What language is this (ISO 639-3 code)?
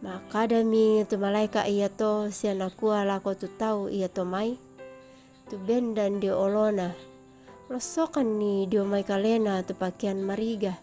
sda